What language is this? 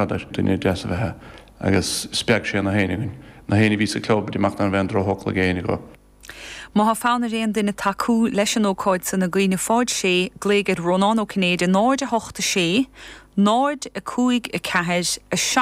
Irish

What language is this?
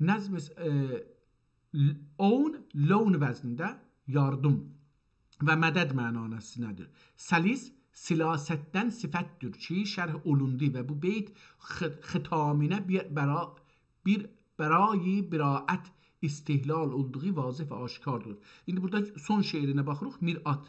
South Azerbaijani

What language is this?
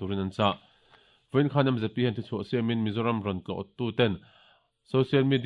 Mizo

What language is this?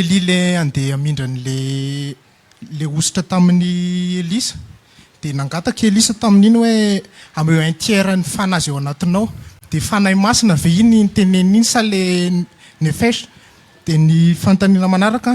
Malagasy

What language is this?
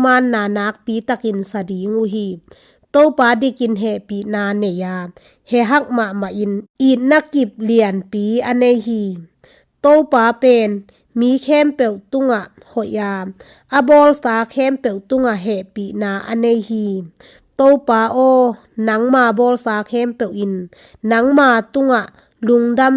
Tedim Chin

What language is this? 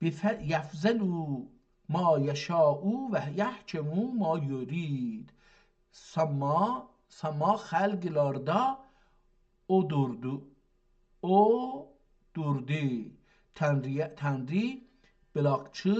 South Azerbaijani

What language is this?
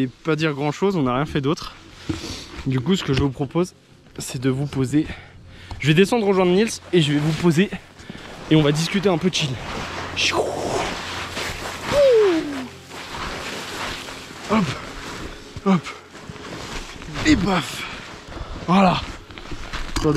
French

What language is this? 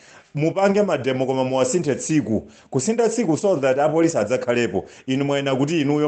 Nyanja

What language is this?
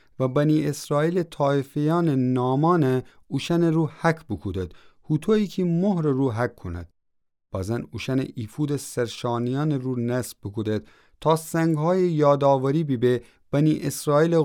Gilaki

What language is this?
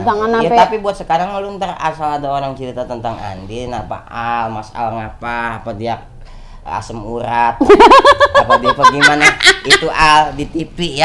Betawi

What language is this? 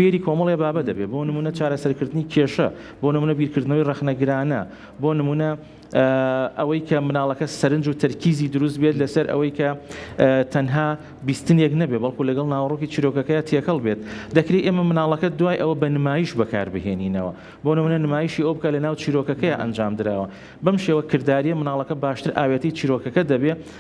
Central Kurdish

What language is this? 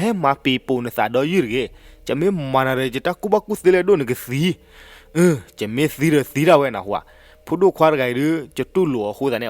S'gaw Karen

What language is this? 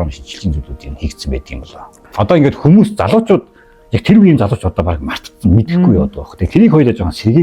Mongolian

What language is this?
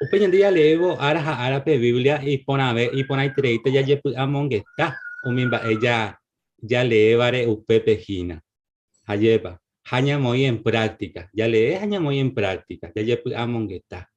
Guarani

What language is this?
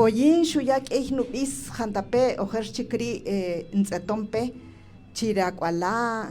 Kaqchikel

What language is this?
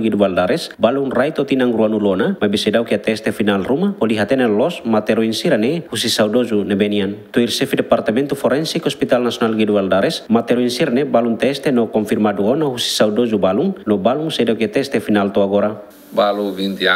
Tetum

